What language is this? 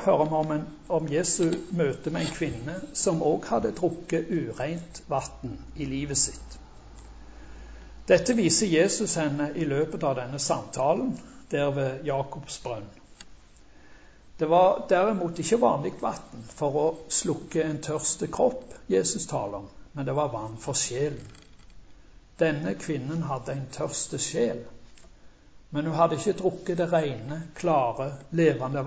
Norwegian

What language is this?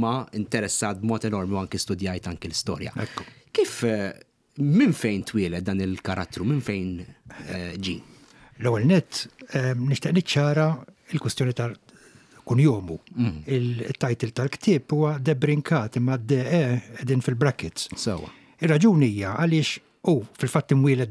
Maltese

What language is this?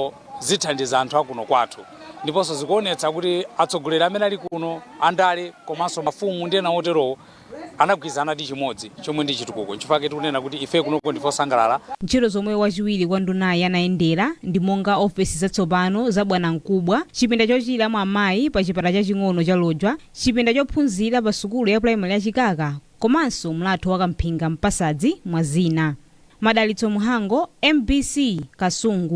Nyanja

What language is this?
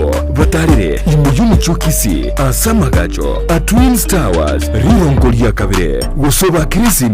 Gusii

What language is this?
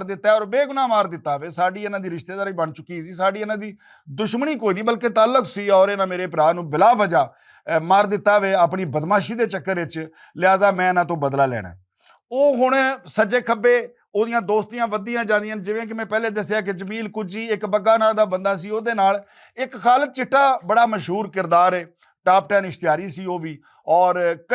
Western Panjabi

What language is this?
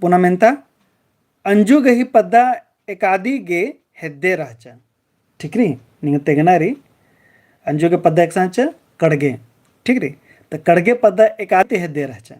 Kurukh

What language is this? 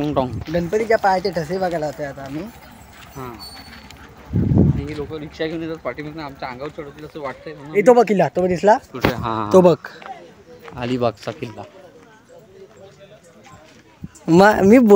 Marathi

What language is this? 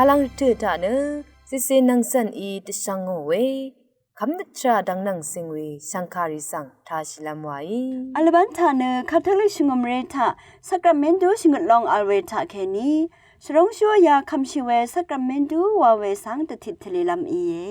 Rawang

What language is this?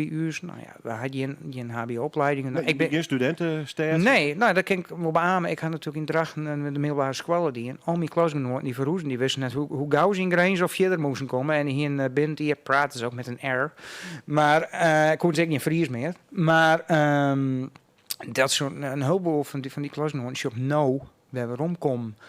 Western Frisian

